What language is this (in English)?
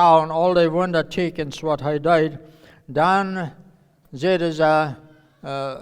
Plautdietsch